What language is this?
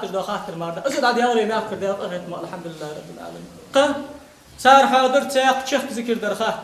Ingush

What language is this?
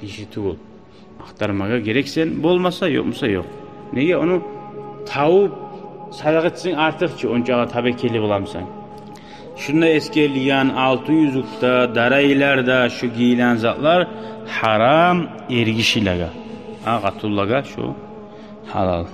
Kumyk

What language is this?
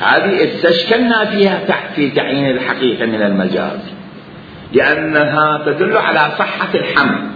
Mesopotamian Arabic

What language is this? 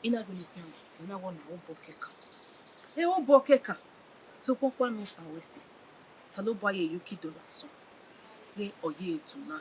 Bini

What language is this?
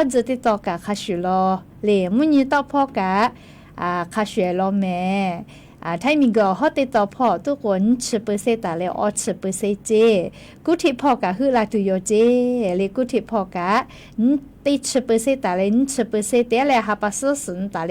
Lahu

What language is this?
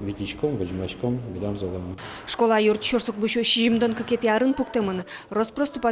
Udmurt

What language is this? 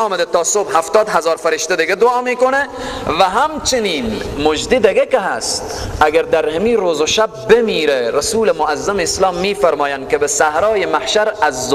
Persian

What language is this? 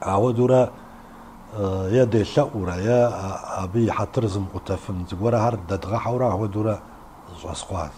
Kabardian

